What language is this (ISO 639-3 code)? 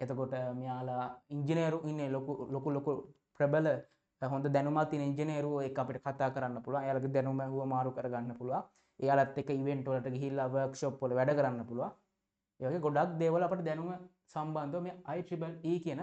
sin